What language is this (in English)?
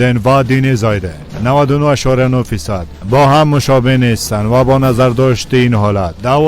Persian